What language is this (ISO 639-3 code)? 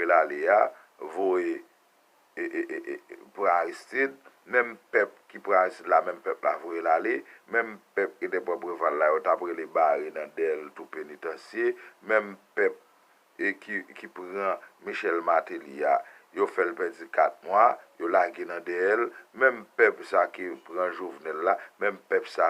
hat